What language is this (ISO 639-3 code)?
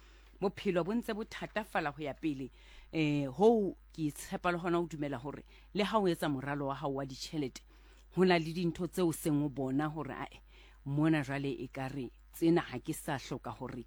sot